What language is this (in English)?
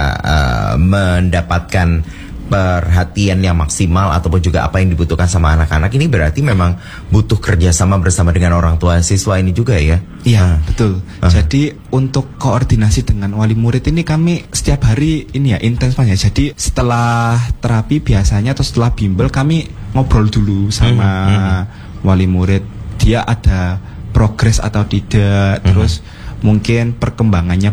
Indonesian